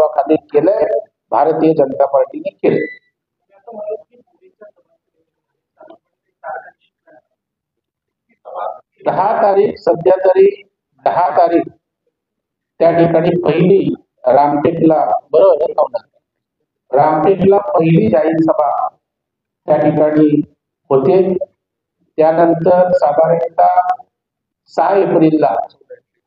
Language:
Marathi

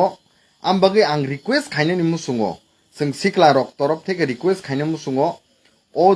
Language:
Kok Borok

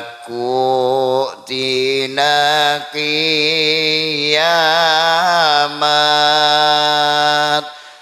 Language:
Madurese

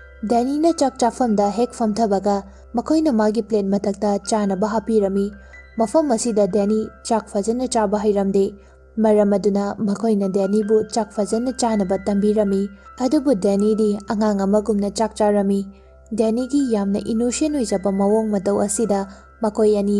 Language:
Manipuri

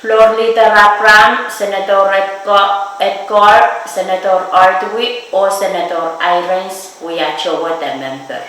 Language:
Pohnpeian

